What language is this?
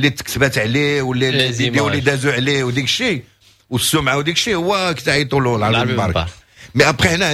Moroccan Arabic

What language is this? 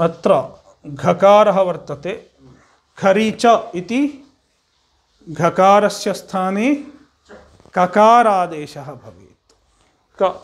Sanskrit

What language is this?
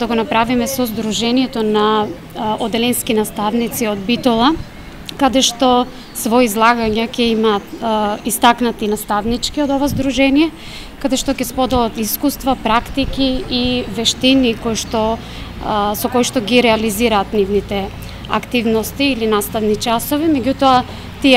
Macedonian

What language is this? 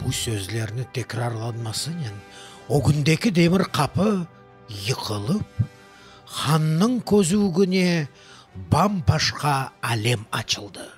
Crimean Tatar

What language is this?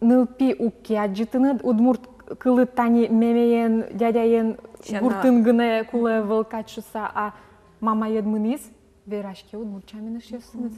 Udmurt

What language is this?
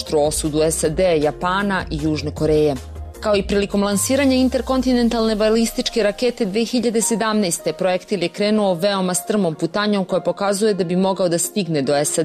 Serbian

